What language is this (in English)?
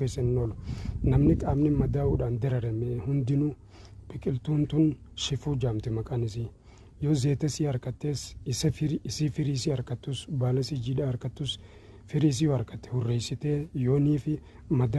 Oromo